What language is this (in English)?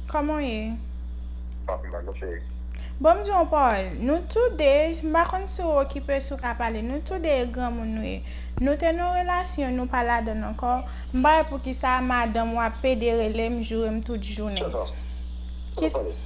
Haitian Creole